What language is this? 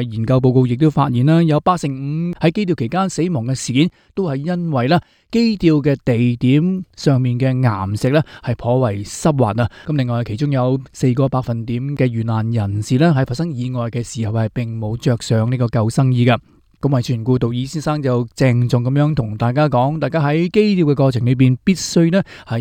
Cantonese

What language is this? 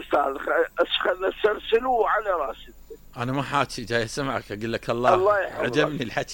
Mesopotamian Arabic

